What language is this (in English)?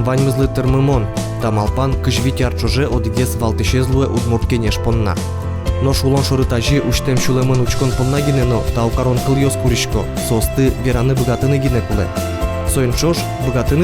Udmurt